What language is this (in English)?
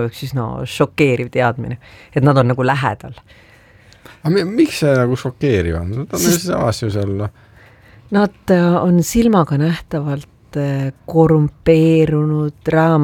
Estonian